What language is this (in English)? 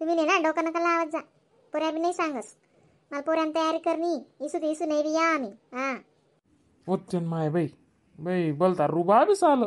Khandesi